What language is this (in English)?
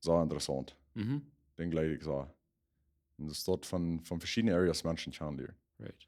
Plautdietsch